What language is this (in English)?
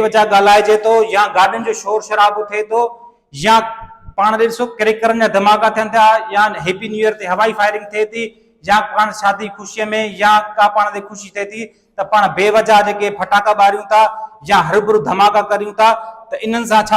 Sindhi